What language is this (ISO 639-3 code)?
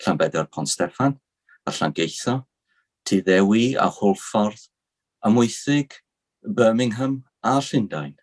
cym